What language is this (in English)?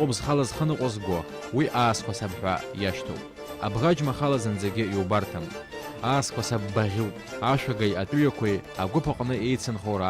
Abkhazian